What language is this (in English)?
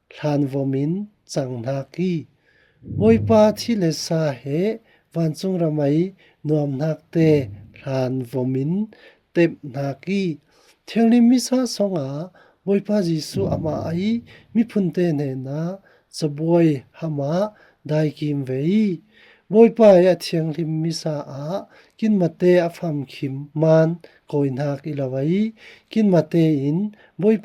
Falam Chin